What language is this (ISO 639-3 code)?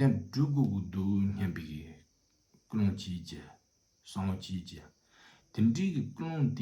bod